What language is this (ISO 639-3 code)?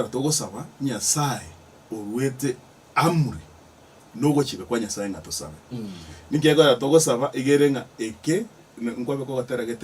guz